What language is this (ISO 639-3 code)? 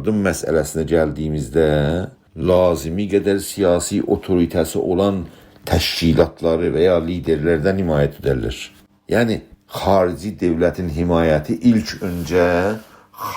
azb